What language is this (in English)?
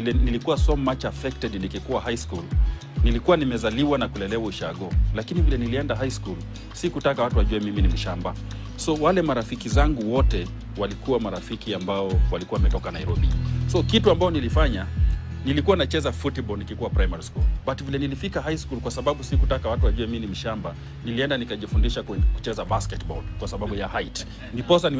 Swahili